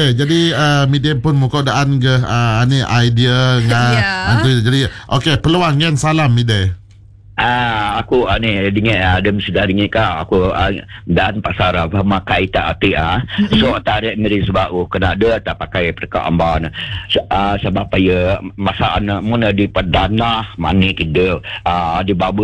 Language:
Malay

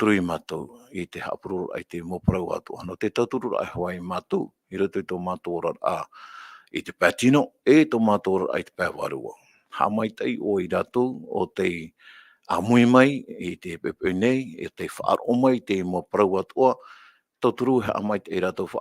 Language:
Tahitian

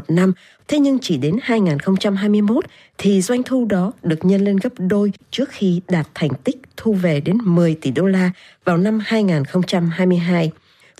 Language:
Vietnamese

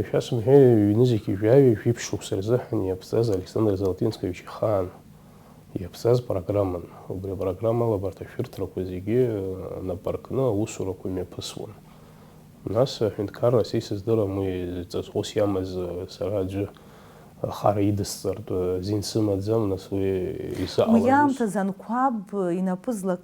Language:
Abkhazian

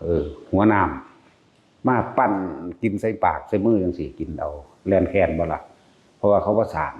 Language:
Northeastern Thai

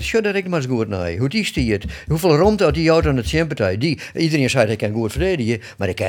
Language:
Western Frisian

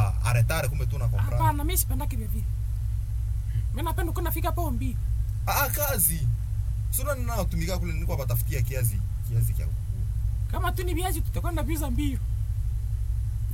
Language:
Swahili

